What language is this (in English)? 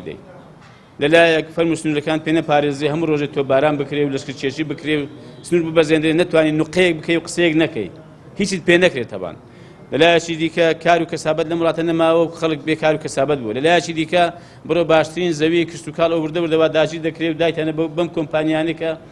Central Kurdish